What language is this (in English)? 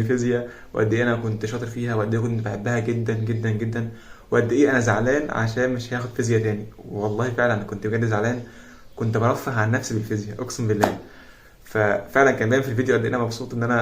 Egyptian Arabic